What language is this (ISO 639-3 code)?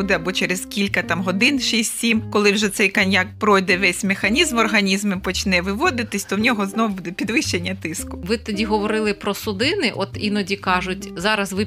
ukr